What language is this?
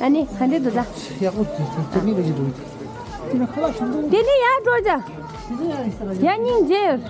Tibetan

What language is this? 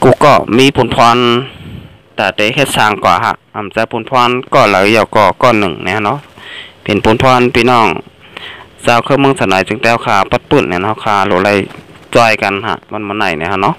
Shan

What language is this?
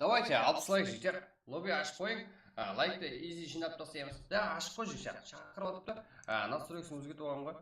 Kara-Kalpak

